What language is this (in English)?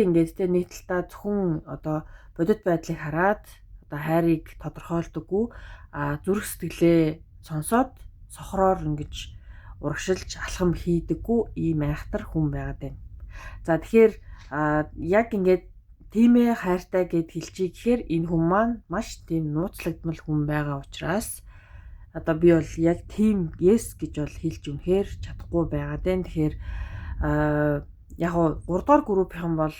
Mongolian